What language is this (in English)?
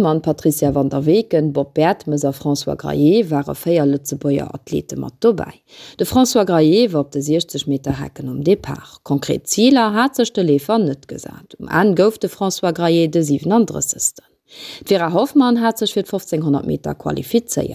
Luxembourgish